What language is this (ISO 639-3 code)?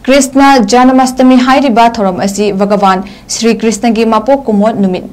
mni